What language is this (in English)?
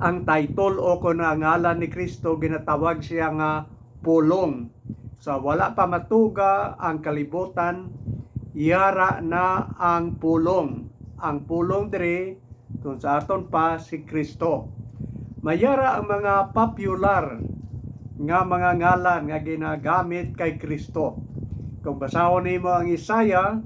Hiligaynon